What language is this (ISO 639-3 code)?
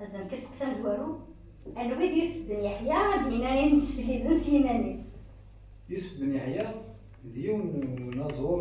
kab